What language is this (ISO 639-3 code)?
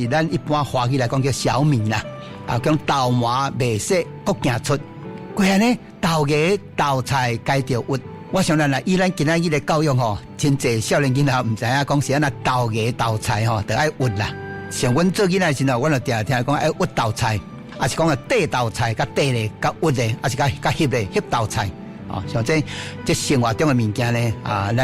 nan